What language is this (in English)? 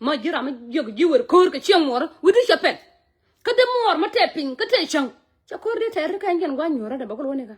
Nuer